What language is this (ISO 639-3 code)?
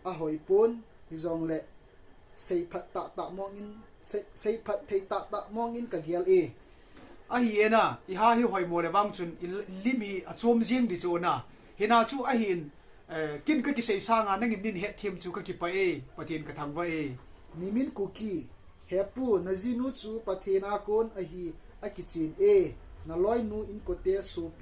tcz